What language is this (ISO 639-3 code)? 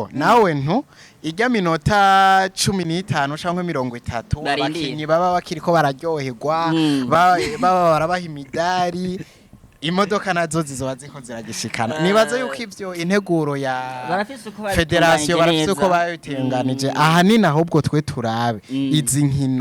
run